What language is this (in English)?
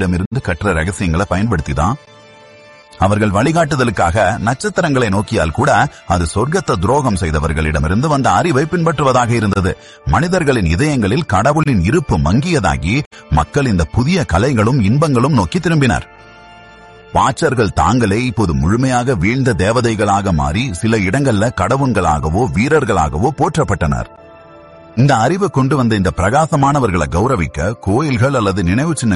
Tamil